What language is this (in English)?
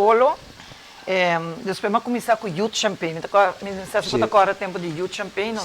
Papiamento